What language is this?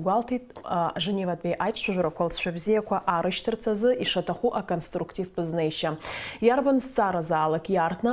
Abkhazian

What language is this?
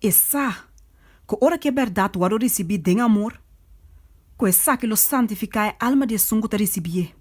Papiamento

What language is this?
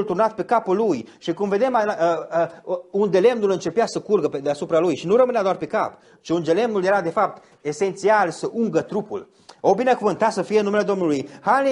Romanian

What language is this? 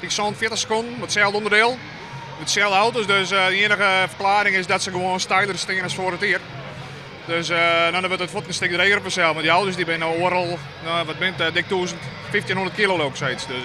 Western Frisian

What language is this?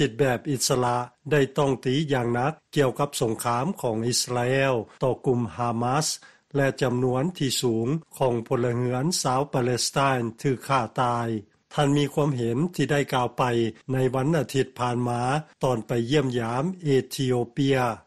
Lao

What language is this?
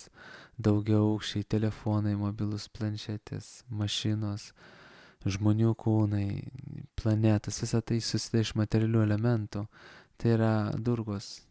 Lithuanian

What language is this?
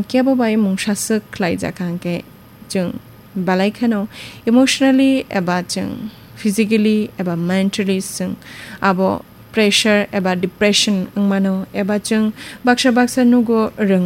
Kok Borok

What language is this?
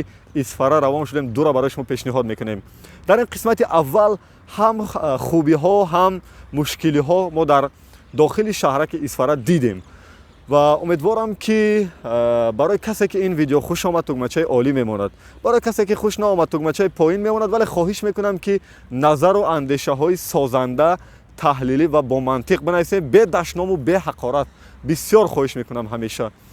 Tajik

